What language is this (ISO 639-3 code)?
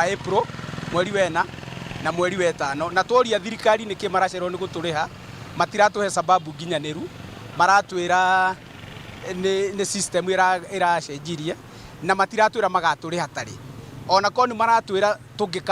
mer